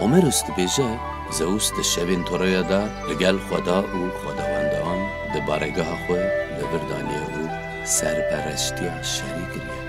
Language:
Kurdish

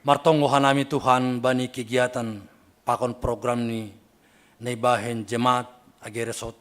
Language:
Batak Simalungun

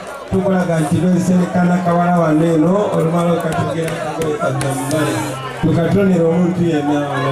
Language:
Ganda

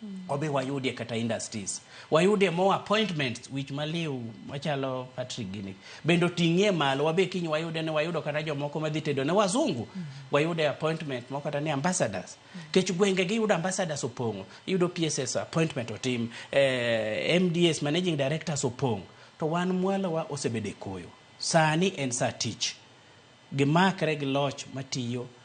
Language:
Luo (Kenya and Tanzania)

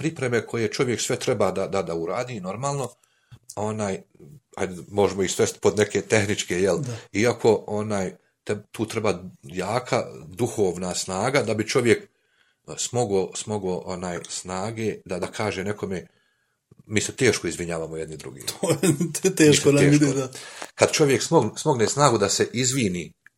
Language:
Bosnian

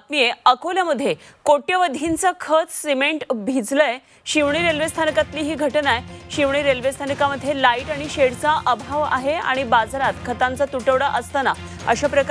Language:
Marathi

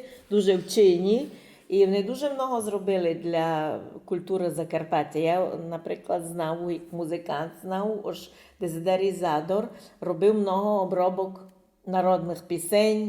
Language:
Rusyn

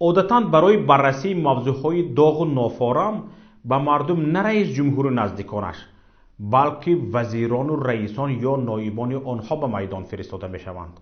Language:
Tajik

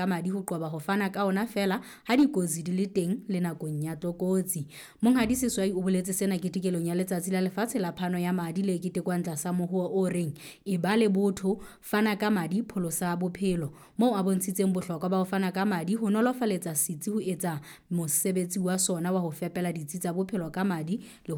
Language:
Southern Sotho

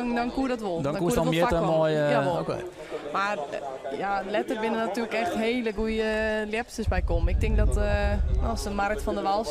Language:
Western Frisian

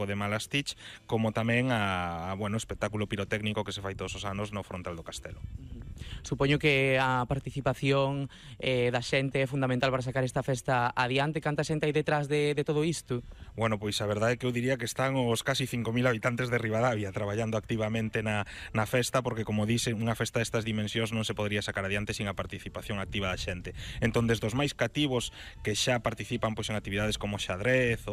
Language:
Galician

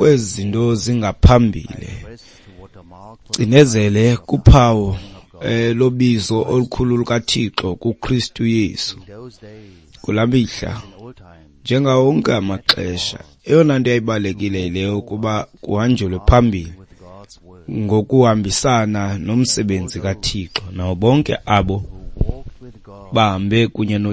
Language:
Xhosa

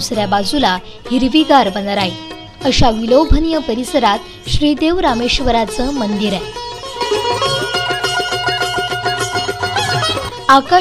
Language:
Marathi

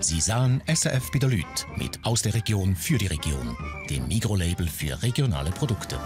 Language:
Swiss German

